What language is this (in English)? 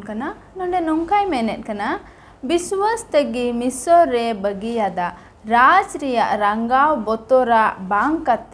Santali